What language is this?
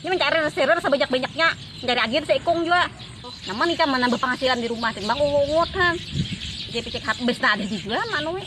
Banjar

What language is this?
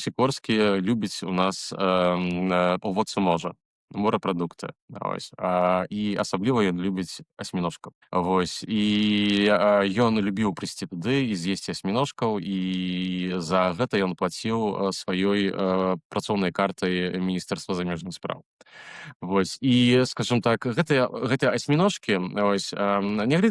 Belarusian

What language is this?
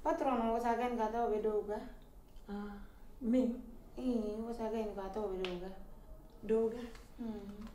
Pular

